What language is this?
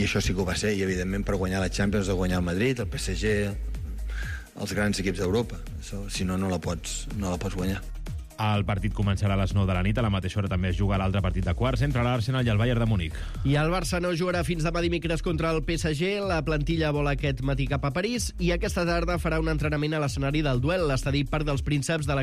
Catalan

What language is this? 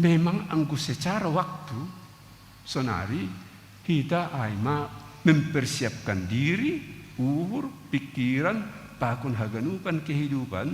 Batak Simalungun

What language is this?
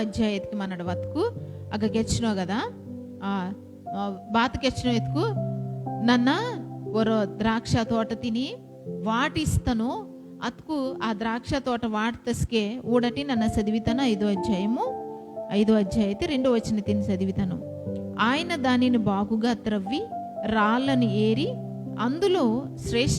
Koya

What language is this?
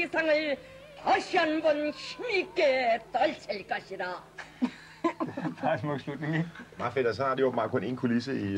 Danish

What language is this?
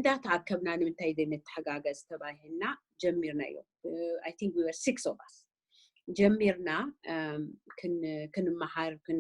Tigrinya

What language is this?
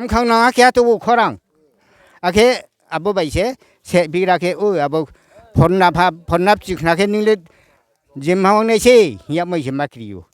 Riang (India)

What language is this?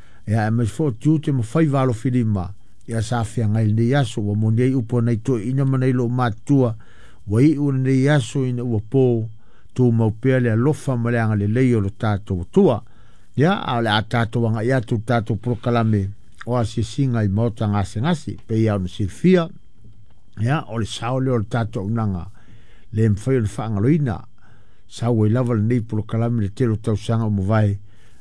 Samoan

